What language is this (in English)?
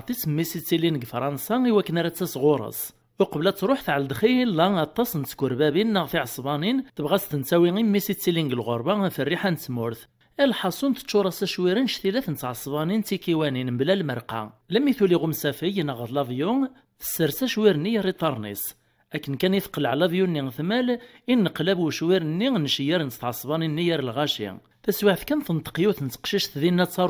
Kabyle